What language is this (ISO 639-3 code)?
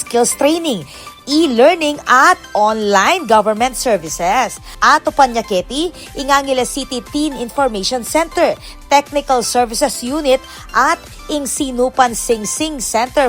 pam